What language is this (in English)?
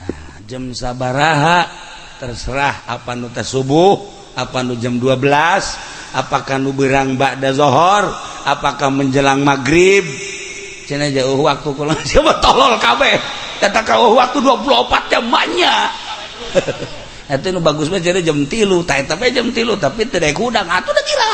Sundanese